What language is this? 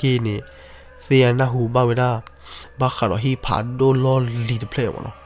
S'gaw Karen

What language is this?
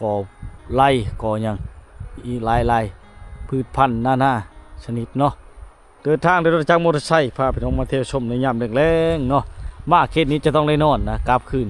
Lao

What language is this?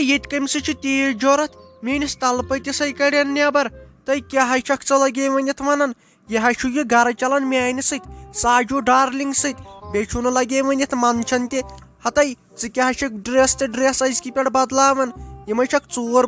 Kashmiri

